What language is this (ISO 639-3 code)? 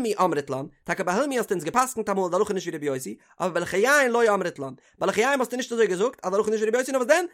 yid